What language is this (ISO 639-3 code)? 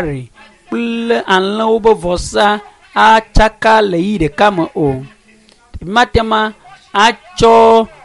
ewe